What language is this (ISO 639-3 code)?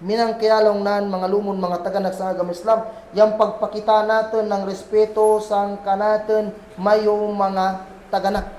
kll